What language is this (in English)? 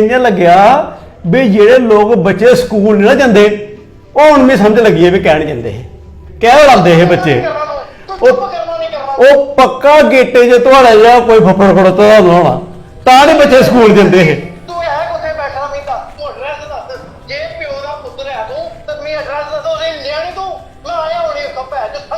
Dogri